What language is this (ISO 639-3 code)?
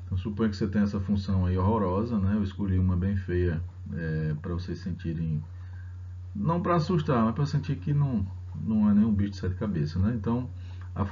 por